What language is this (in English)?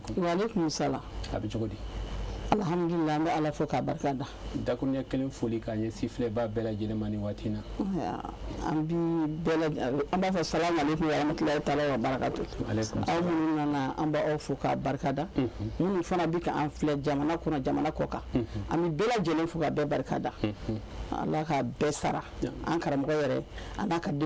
Bambara